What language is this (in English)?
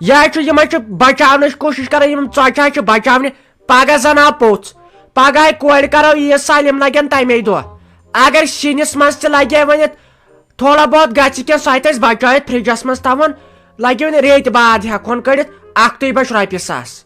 Kashmiri